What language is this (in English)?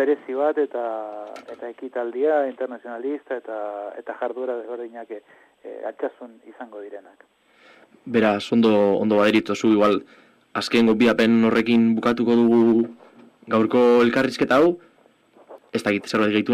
Basque